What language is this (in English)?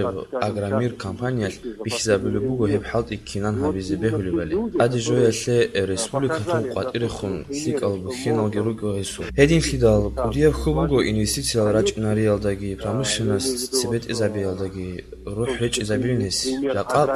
Avaric